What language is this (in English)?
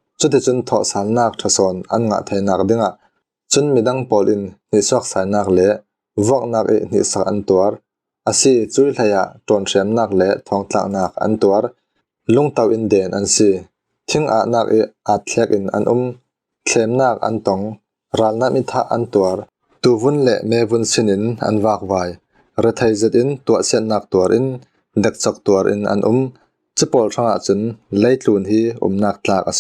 Falam Chin